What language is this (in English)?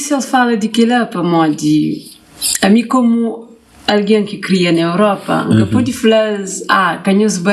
Kabuverdianu